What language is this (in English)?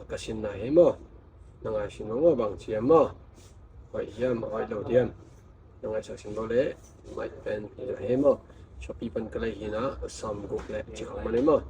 Tedim Chin